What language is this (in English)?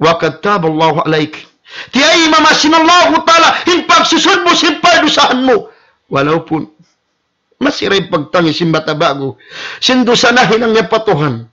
Tausug